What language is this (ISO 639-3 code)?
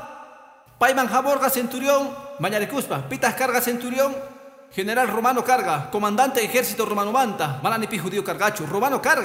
que